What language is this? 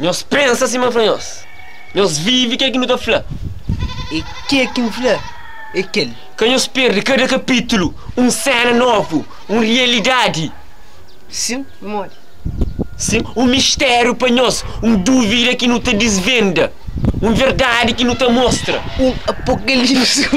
Kabuverdianu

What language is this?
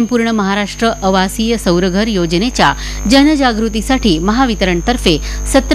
Marathi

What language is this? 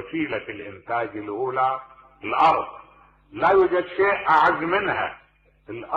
Mesopotamian Arabic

